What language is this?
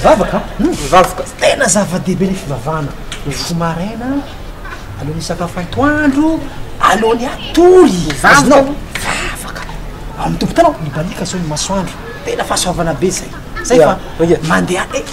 Malagasy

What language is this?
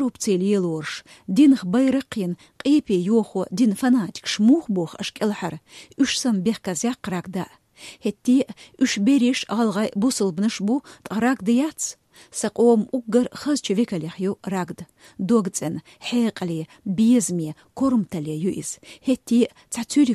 Chechen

